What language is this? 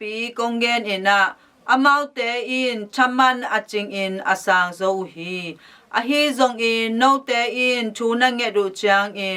Tedim Chin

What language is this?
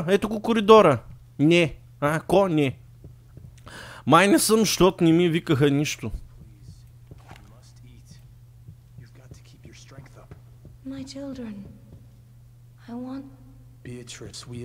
Bulgarian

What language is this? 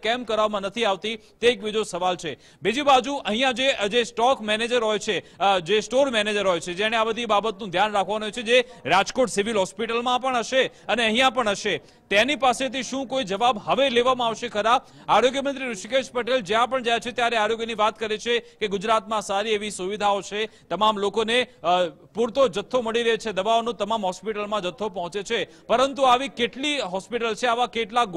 Gujarati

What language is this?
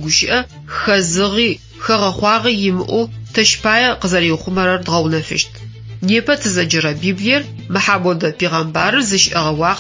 Adyghe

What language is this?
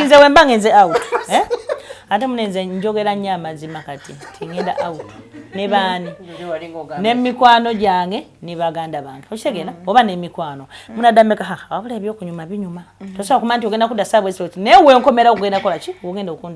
Ganda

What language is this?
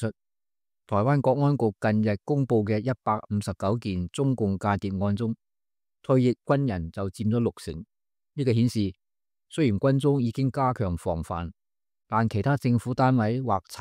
Cantonese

